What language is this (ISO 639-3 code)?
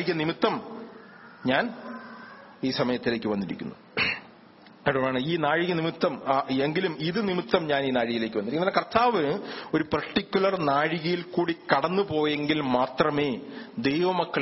mal